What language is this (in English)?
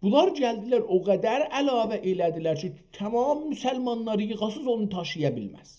South Azerbaijani